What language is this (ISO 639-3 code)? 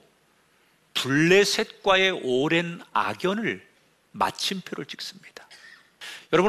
kor